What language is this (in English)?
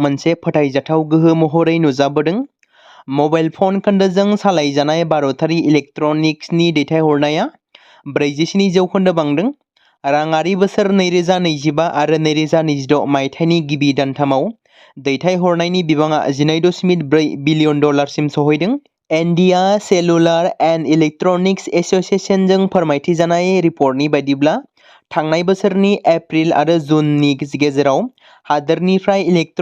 Bodo